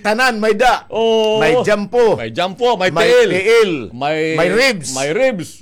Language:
Waray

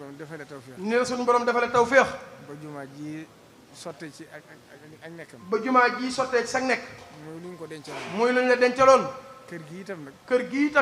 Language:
Wolof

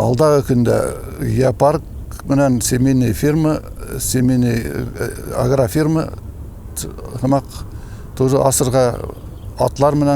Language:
Bashkir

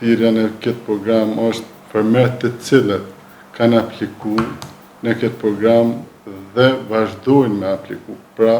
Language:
Albanian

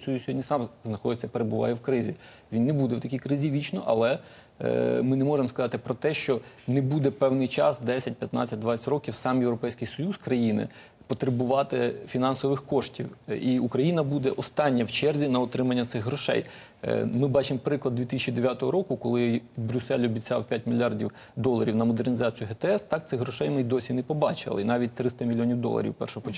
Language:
Ukrainian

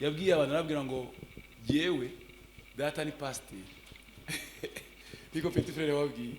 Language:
Kinyarwanda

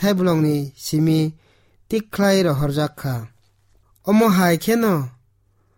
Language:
Kok Borok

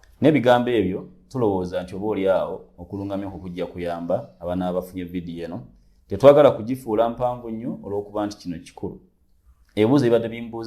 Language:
Ganda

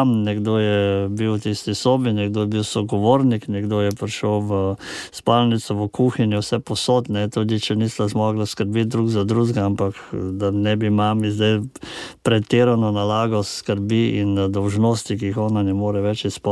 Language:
Slovenian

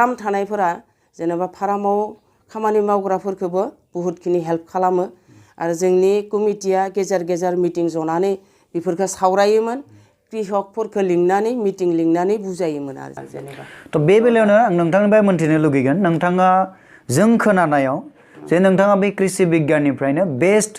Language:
Bodo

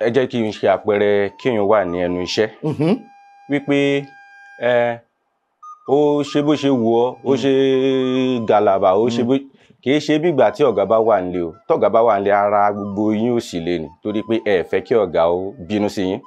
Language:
Yoruba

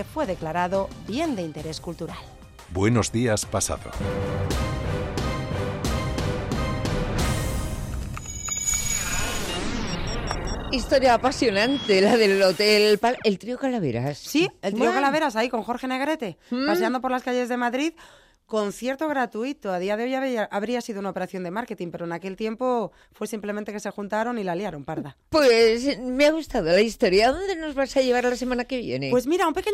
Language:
Spanish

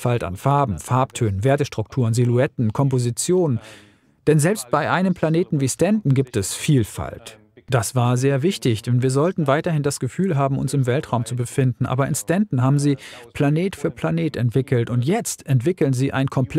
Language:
German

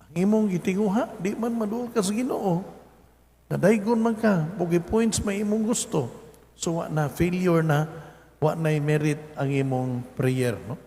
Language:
Cebuano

